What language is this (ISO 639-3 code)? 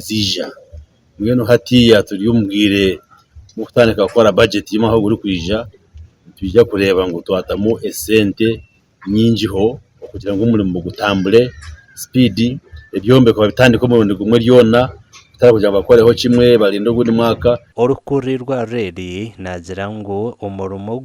nyn